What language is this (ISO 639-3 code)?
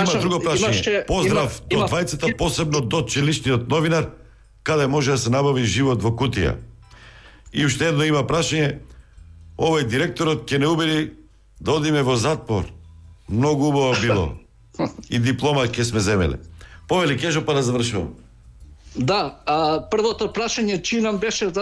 mkd